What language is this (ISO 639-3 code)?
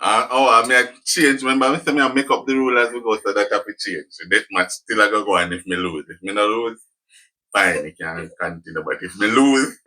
jam